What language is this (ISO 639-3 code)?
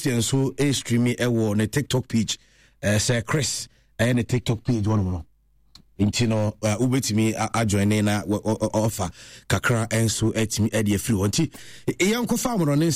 aka